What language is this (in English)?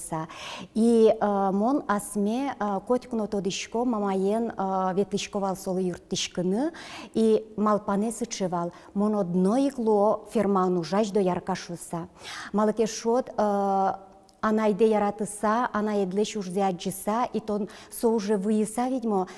Udmurt